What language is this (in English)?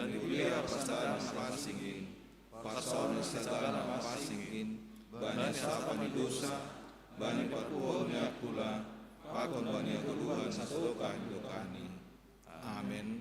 Batak Simalungun